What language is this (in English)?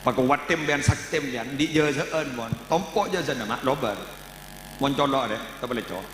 Madurese